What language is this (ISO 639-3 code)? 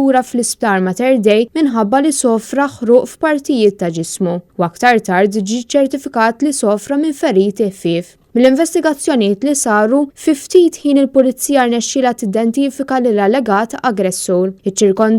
mlt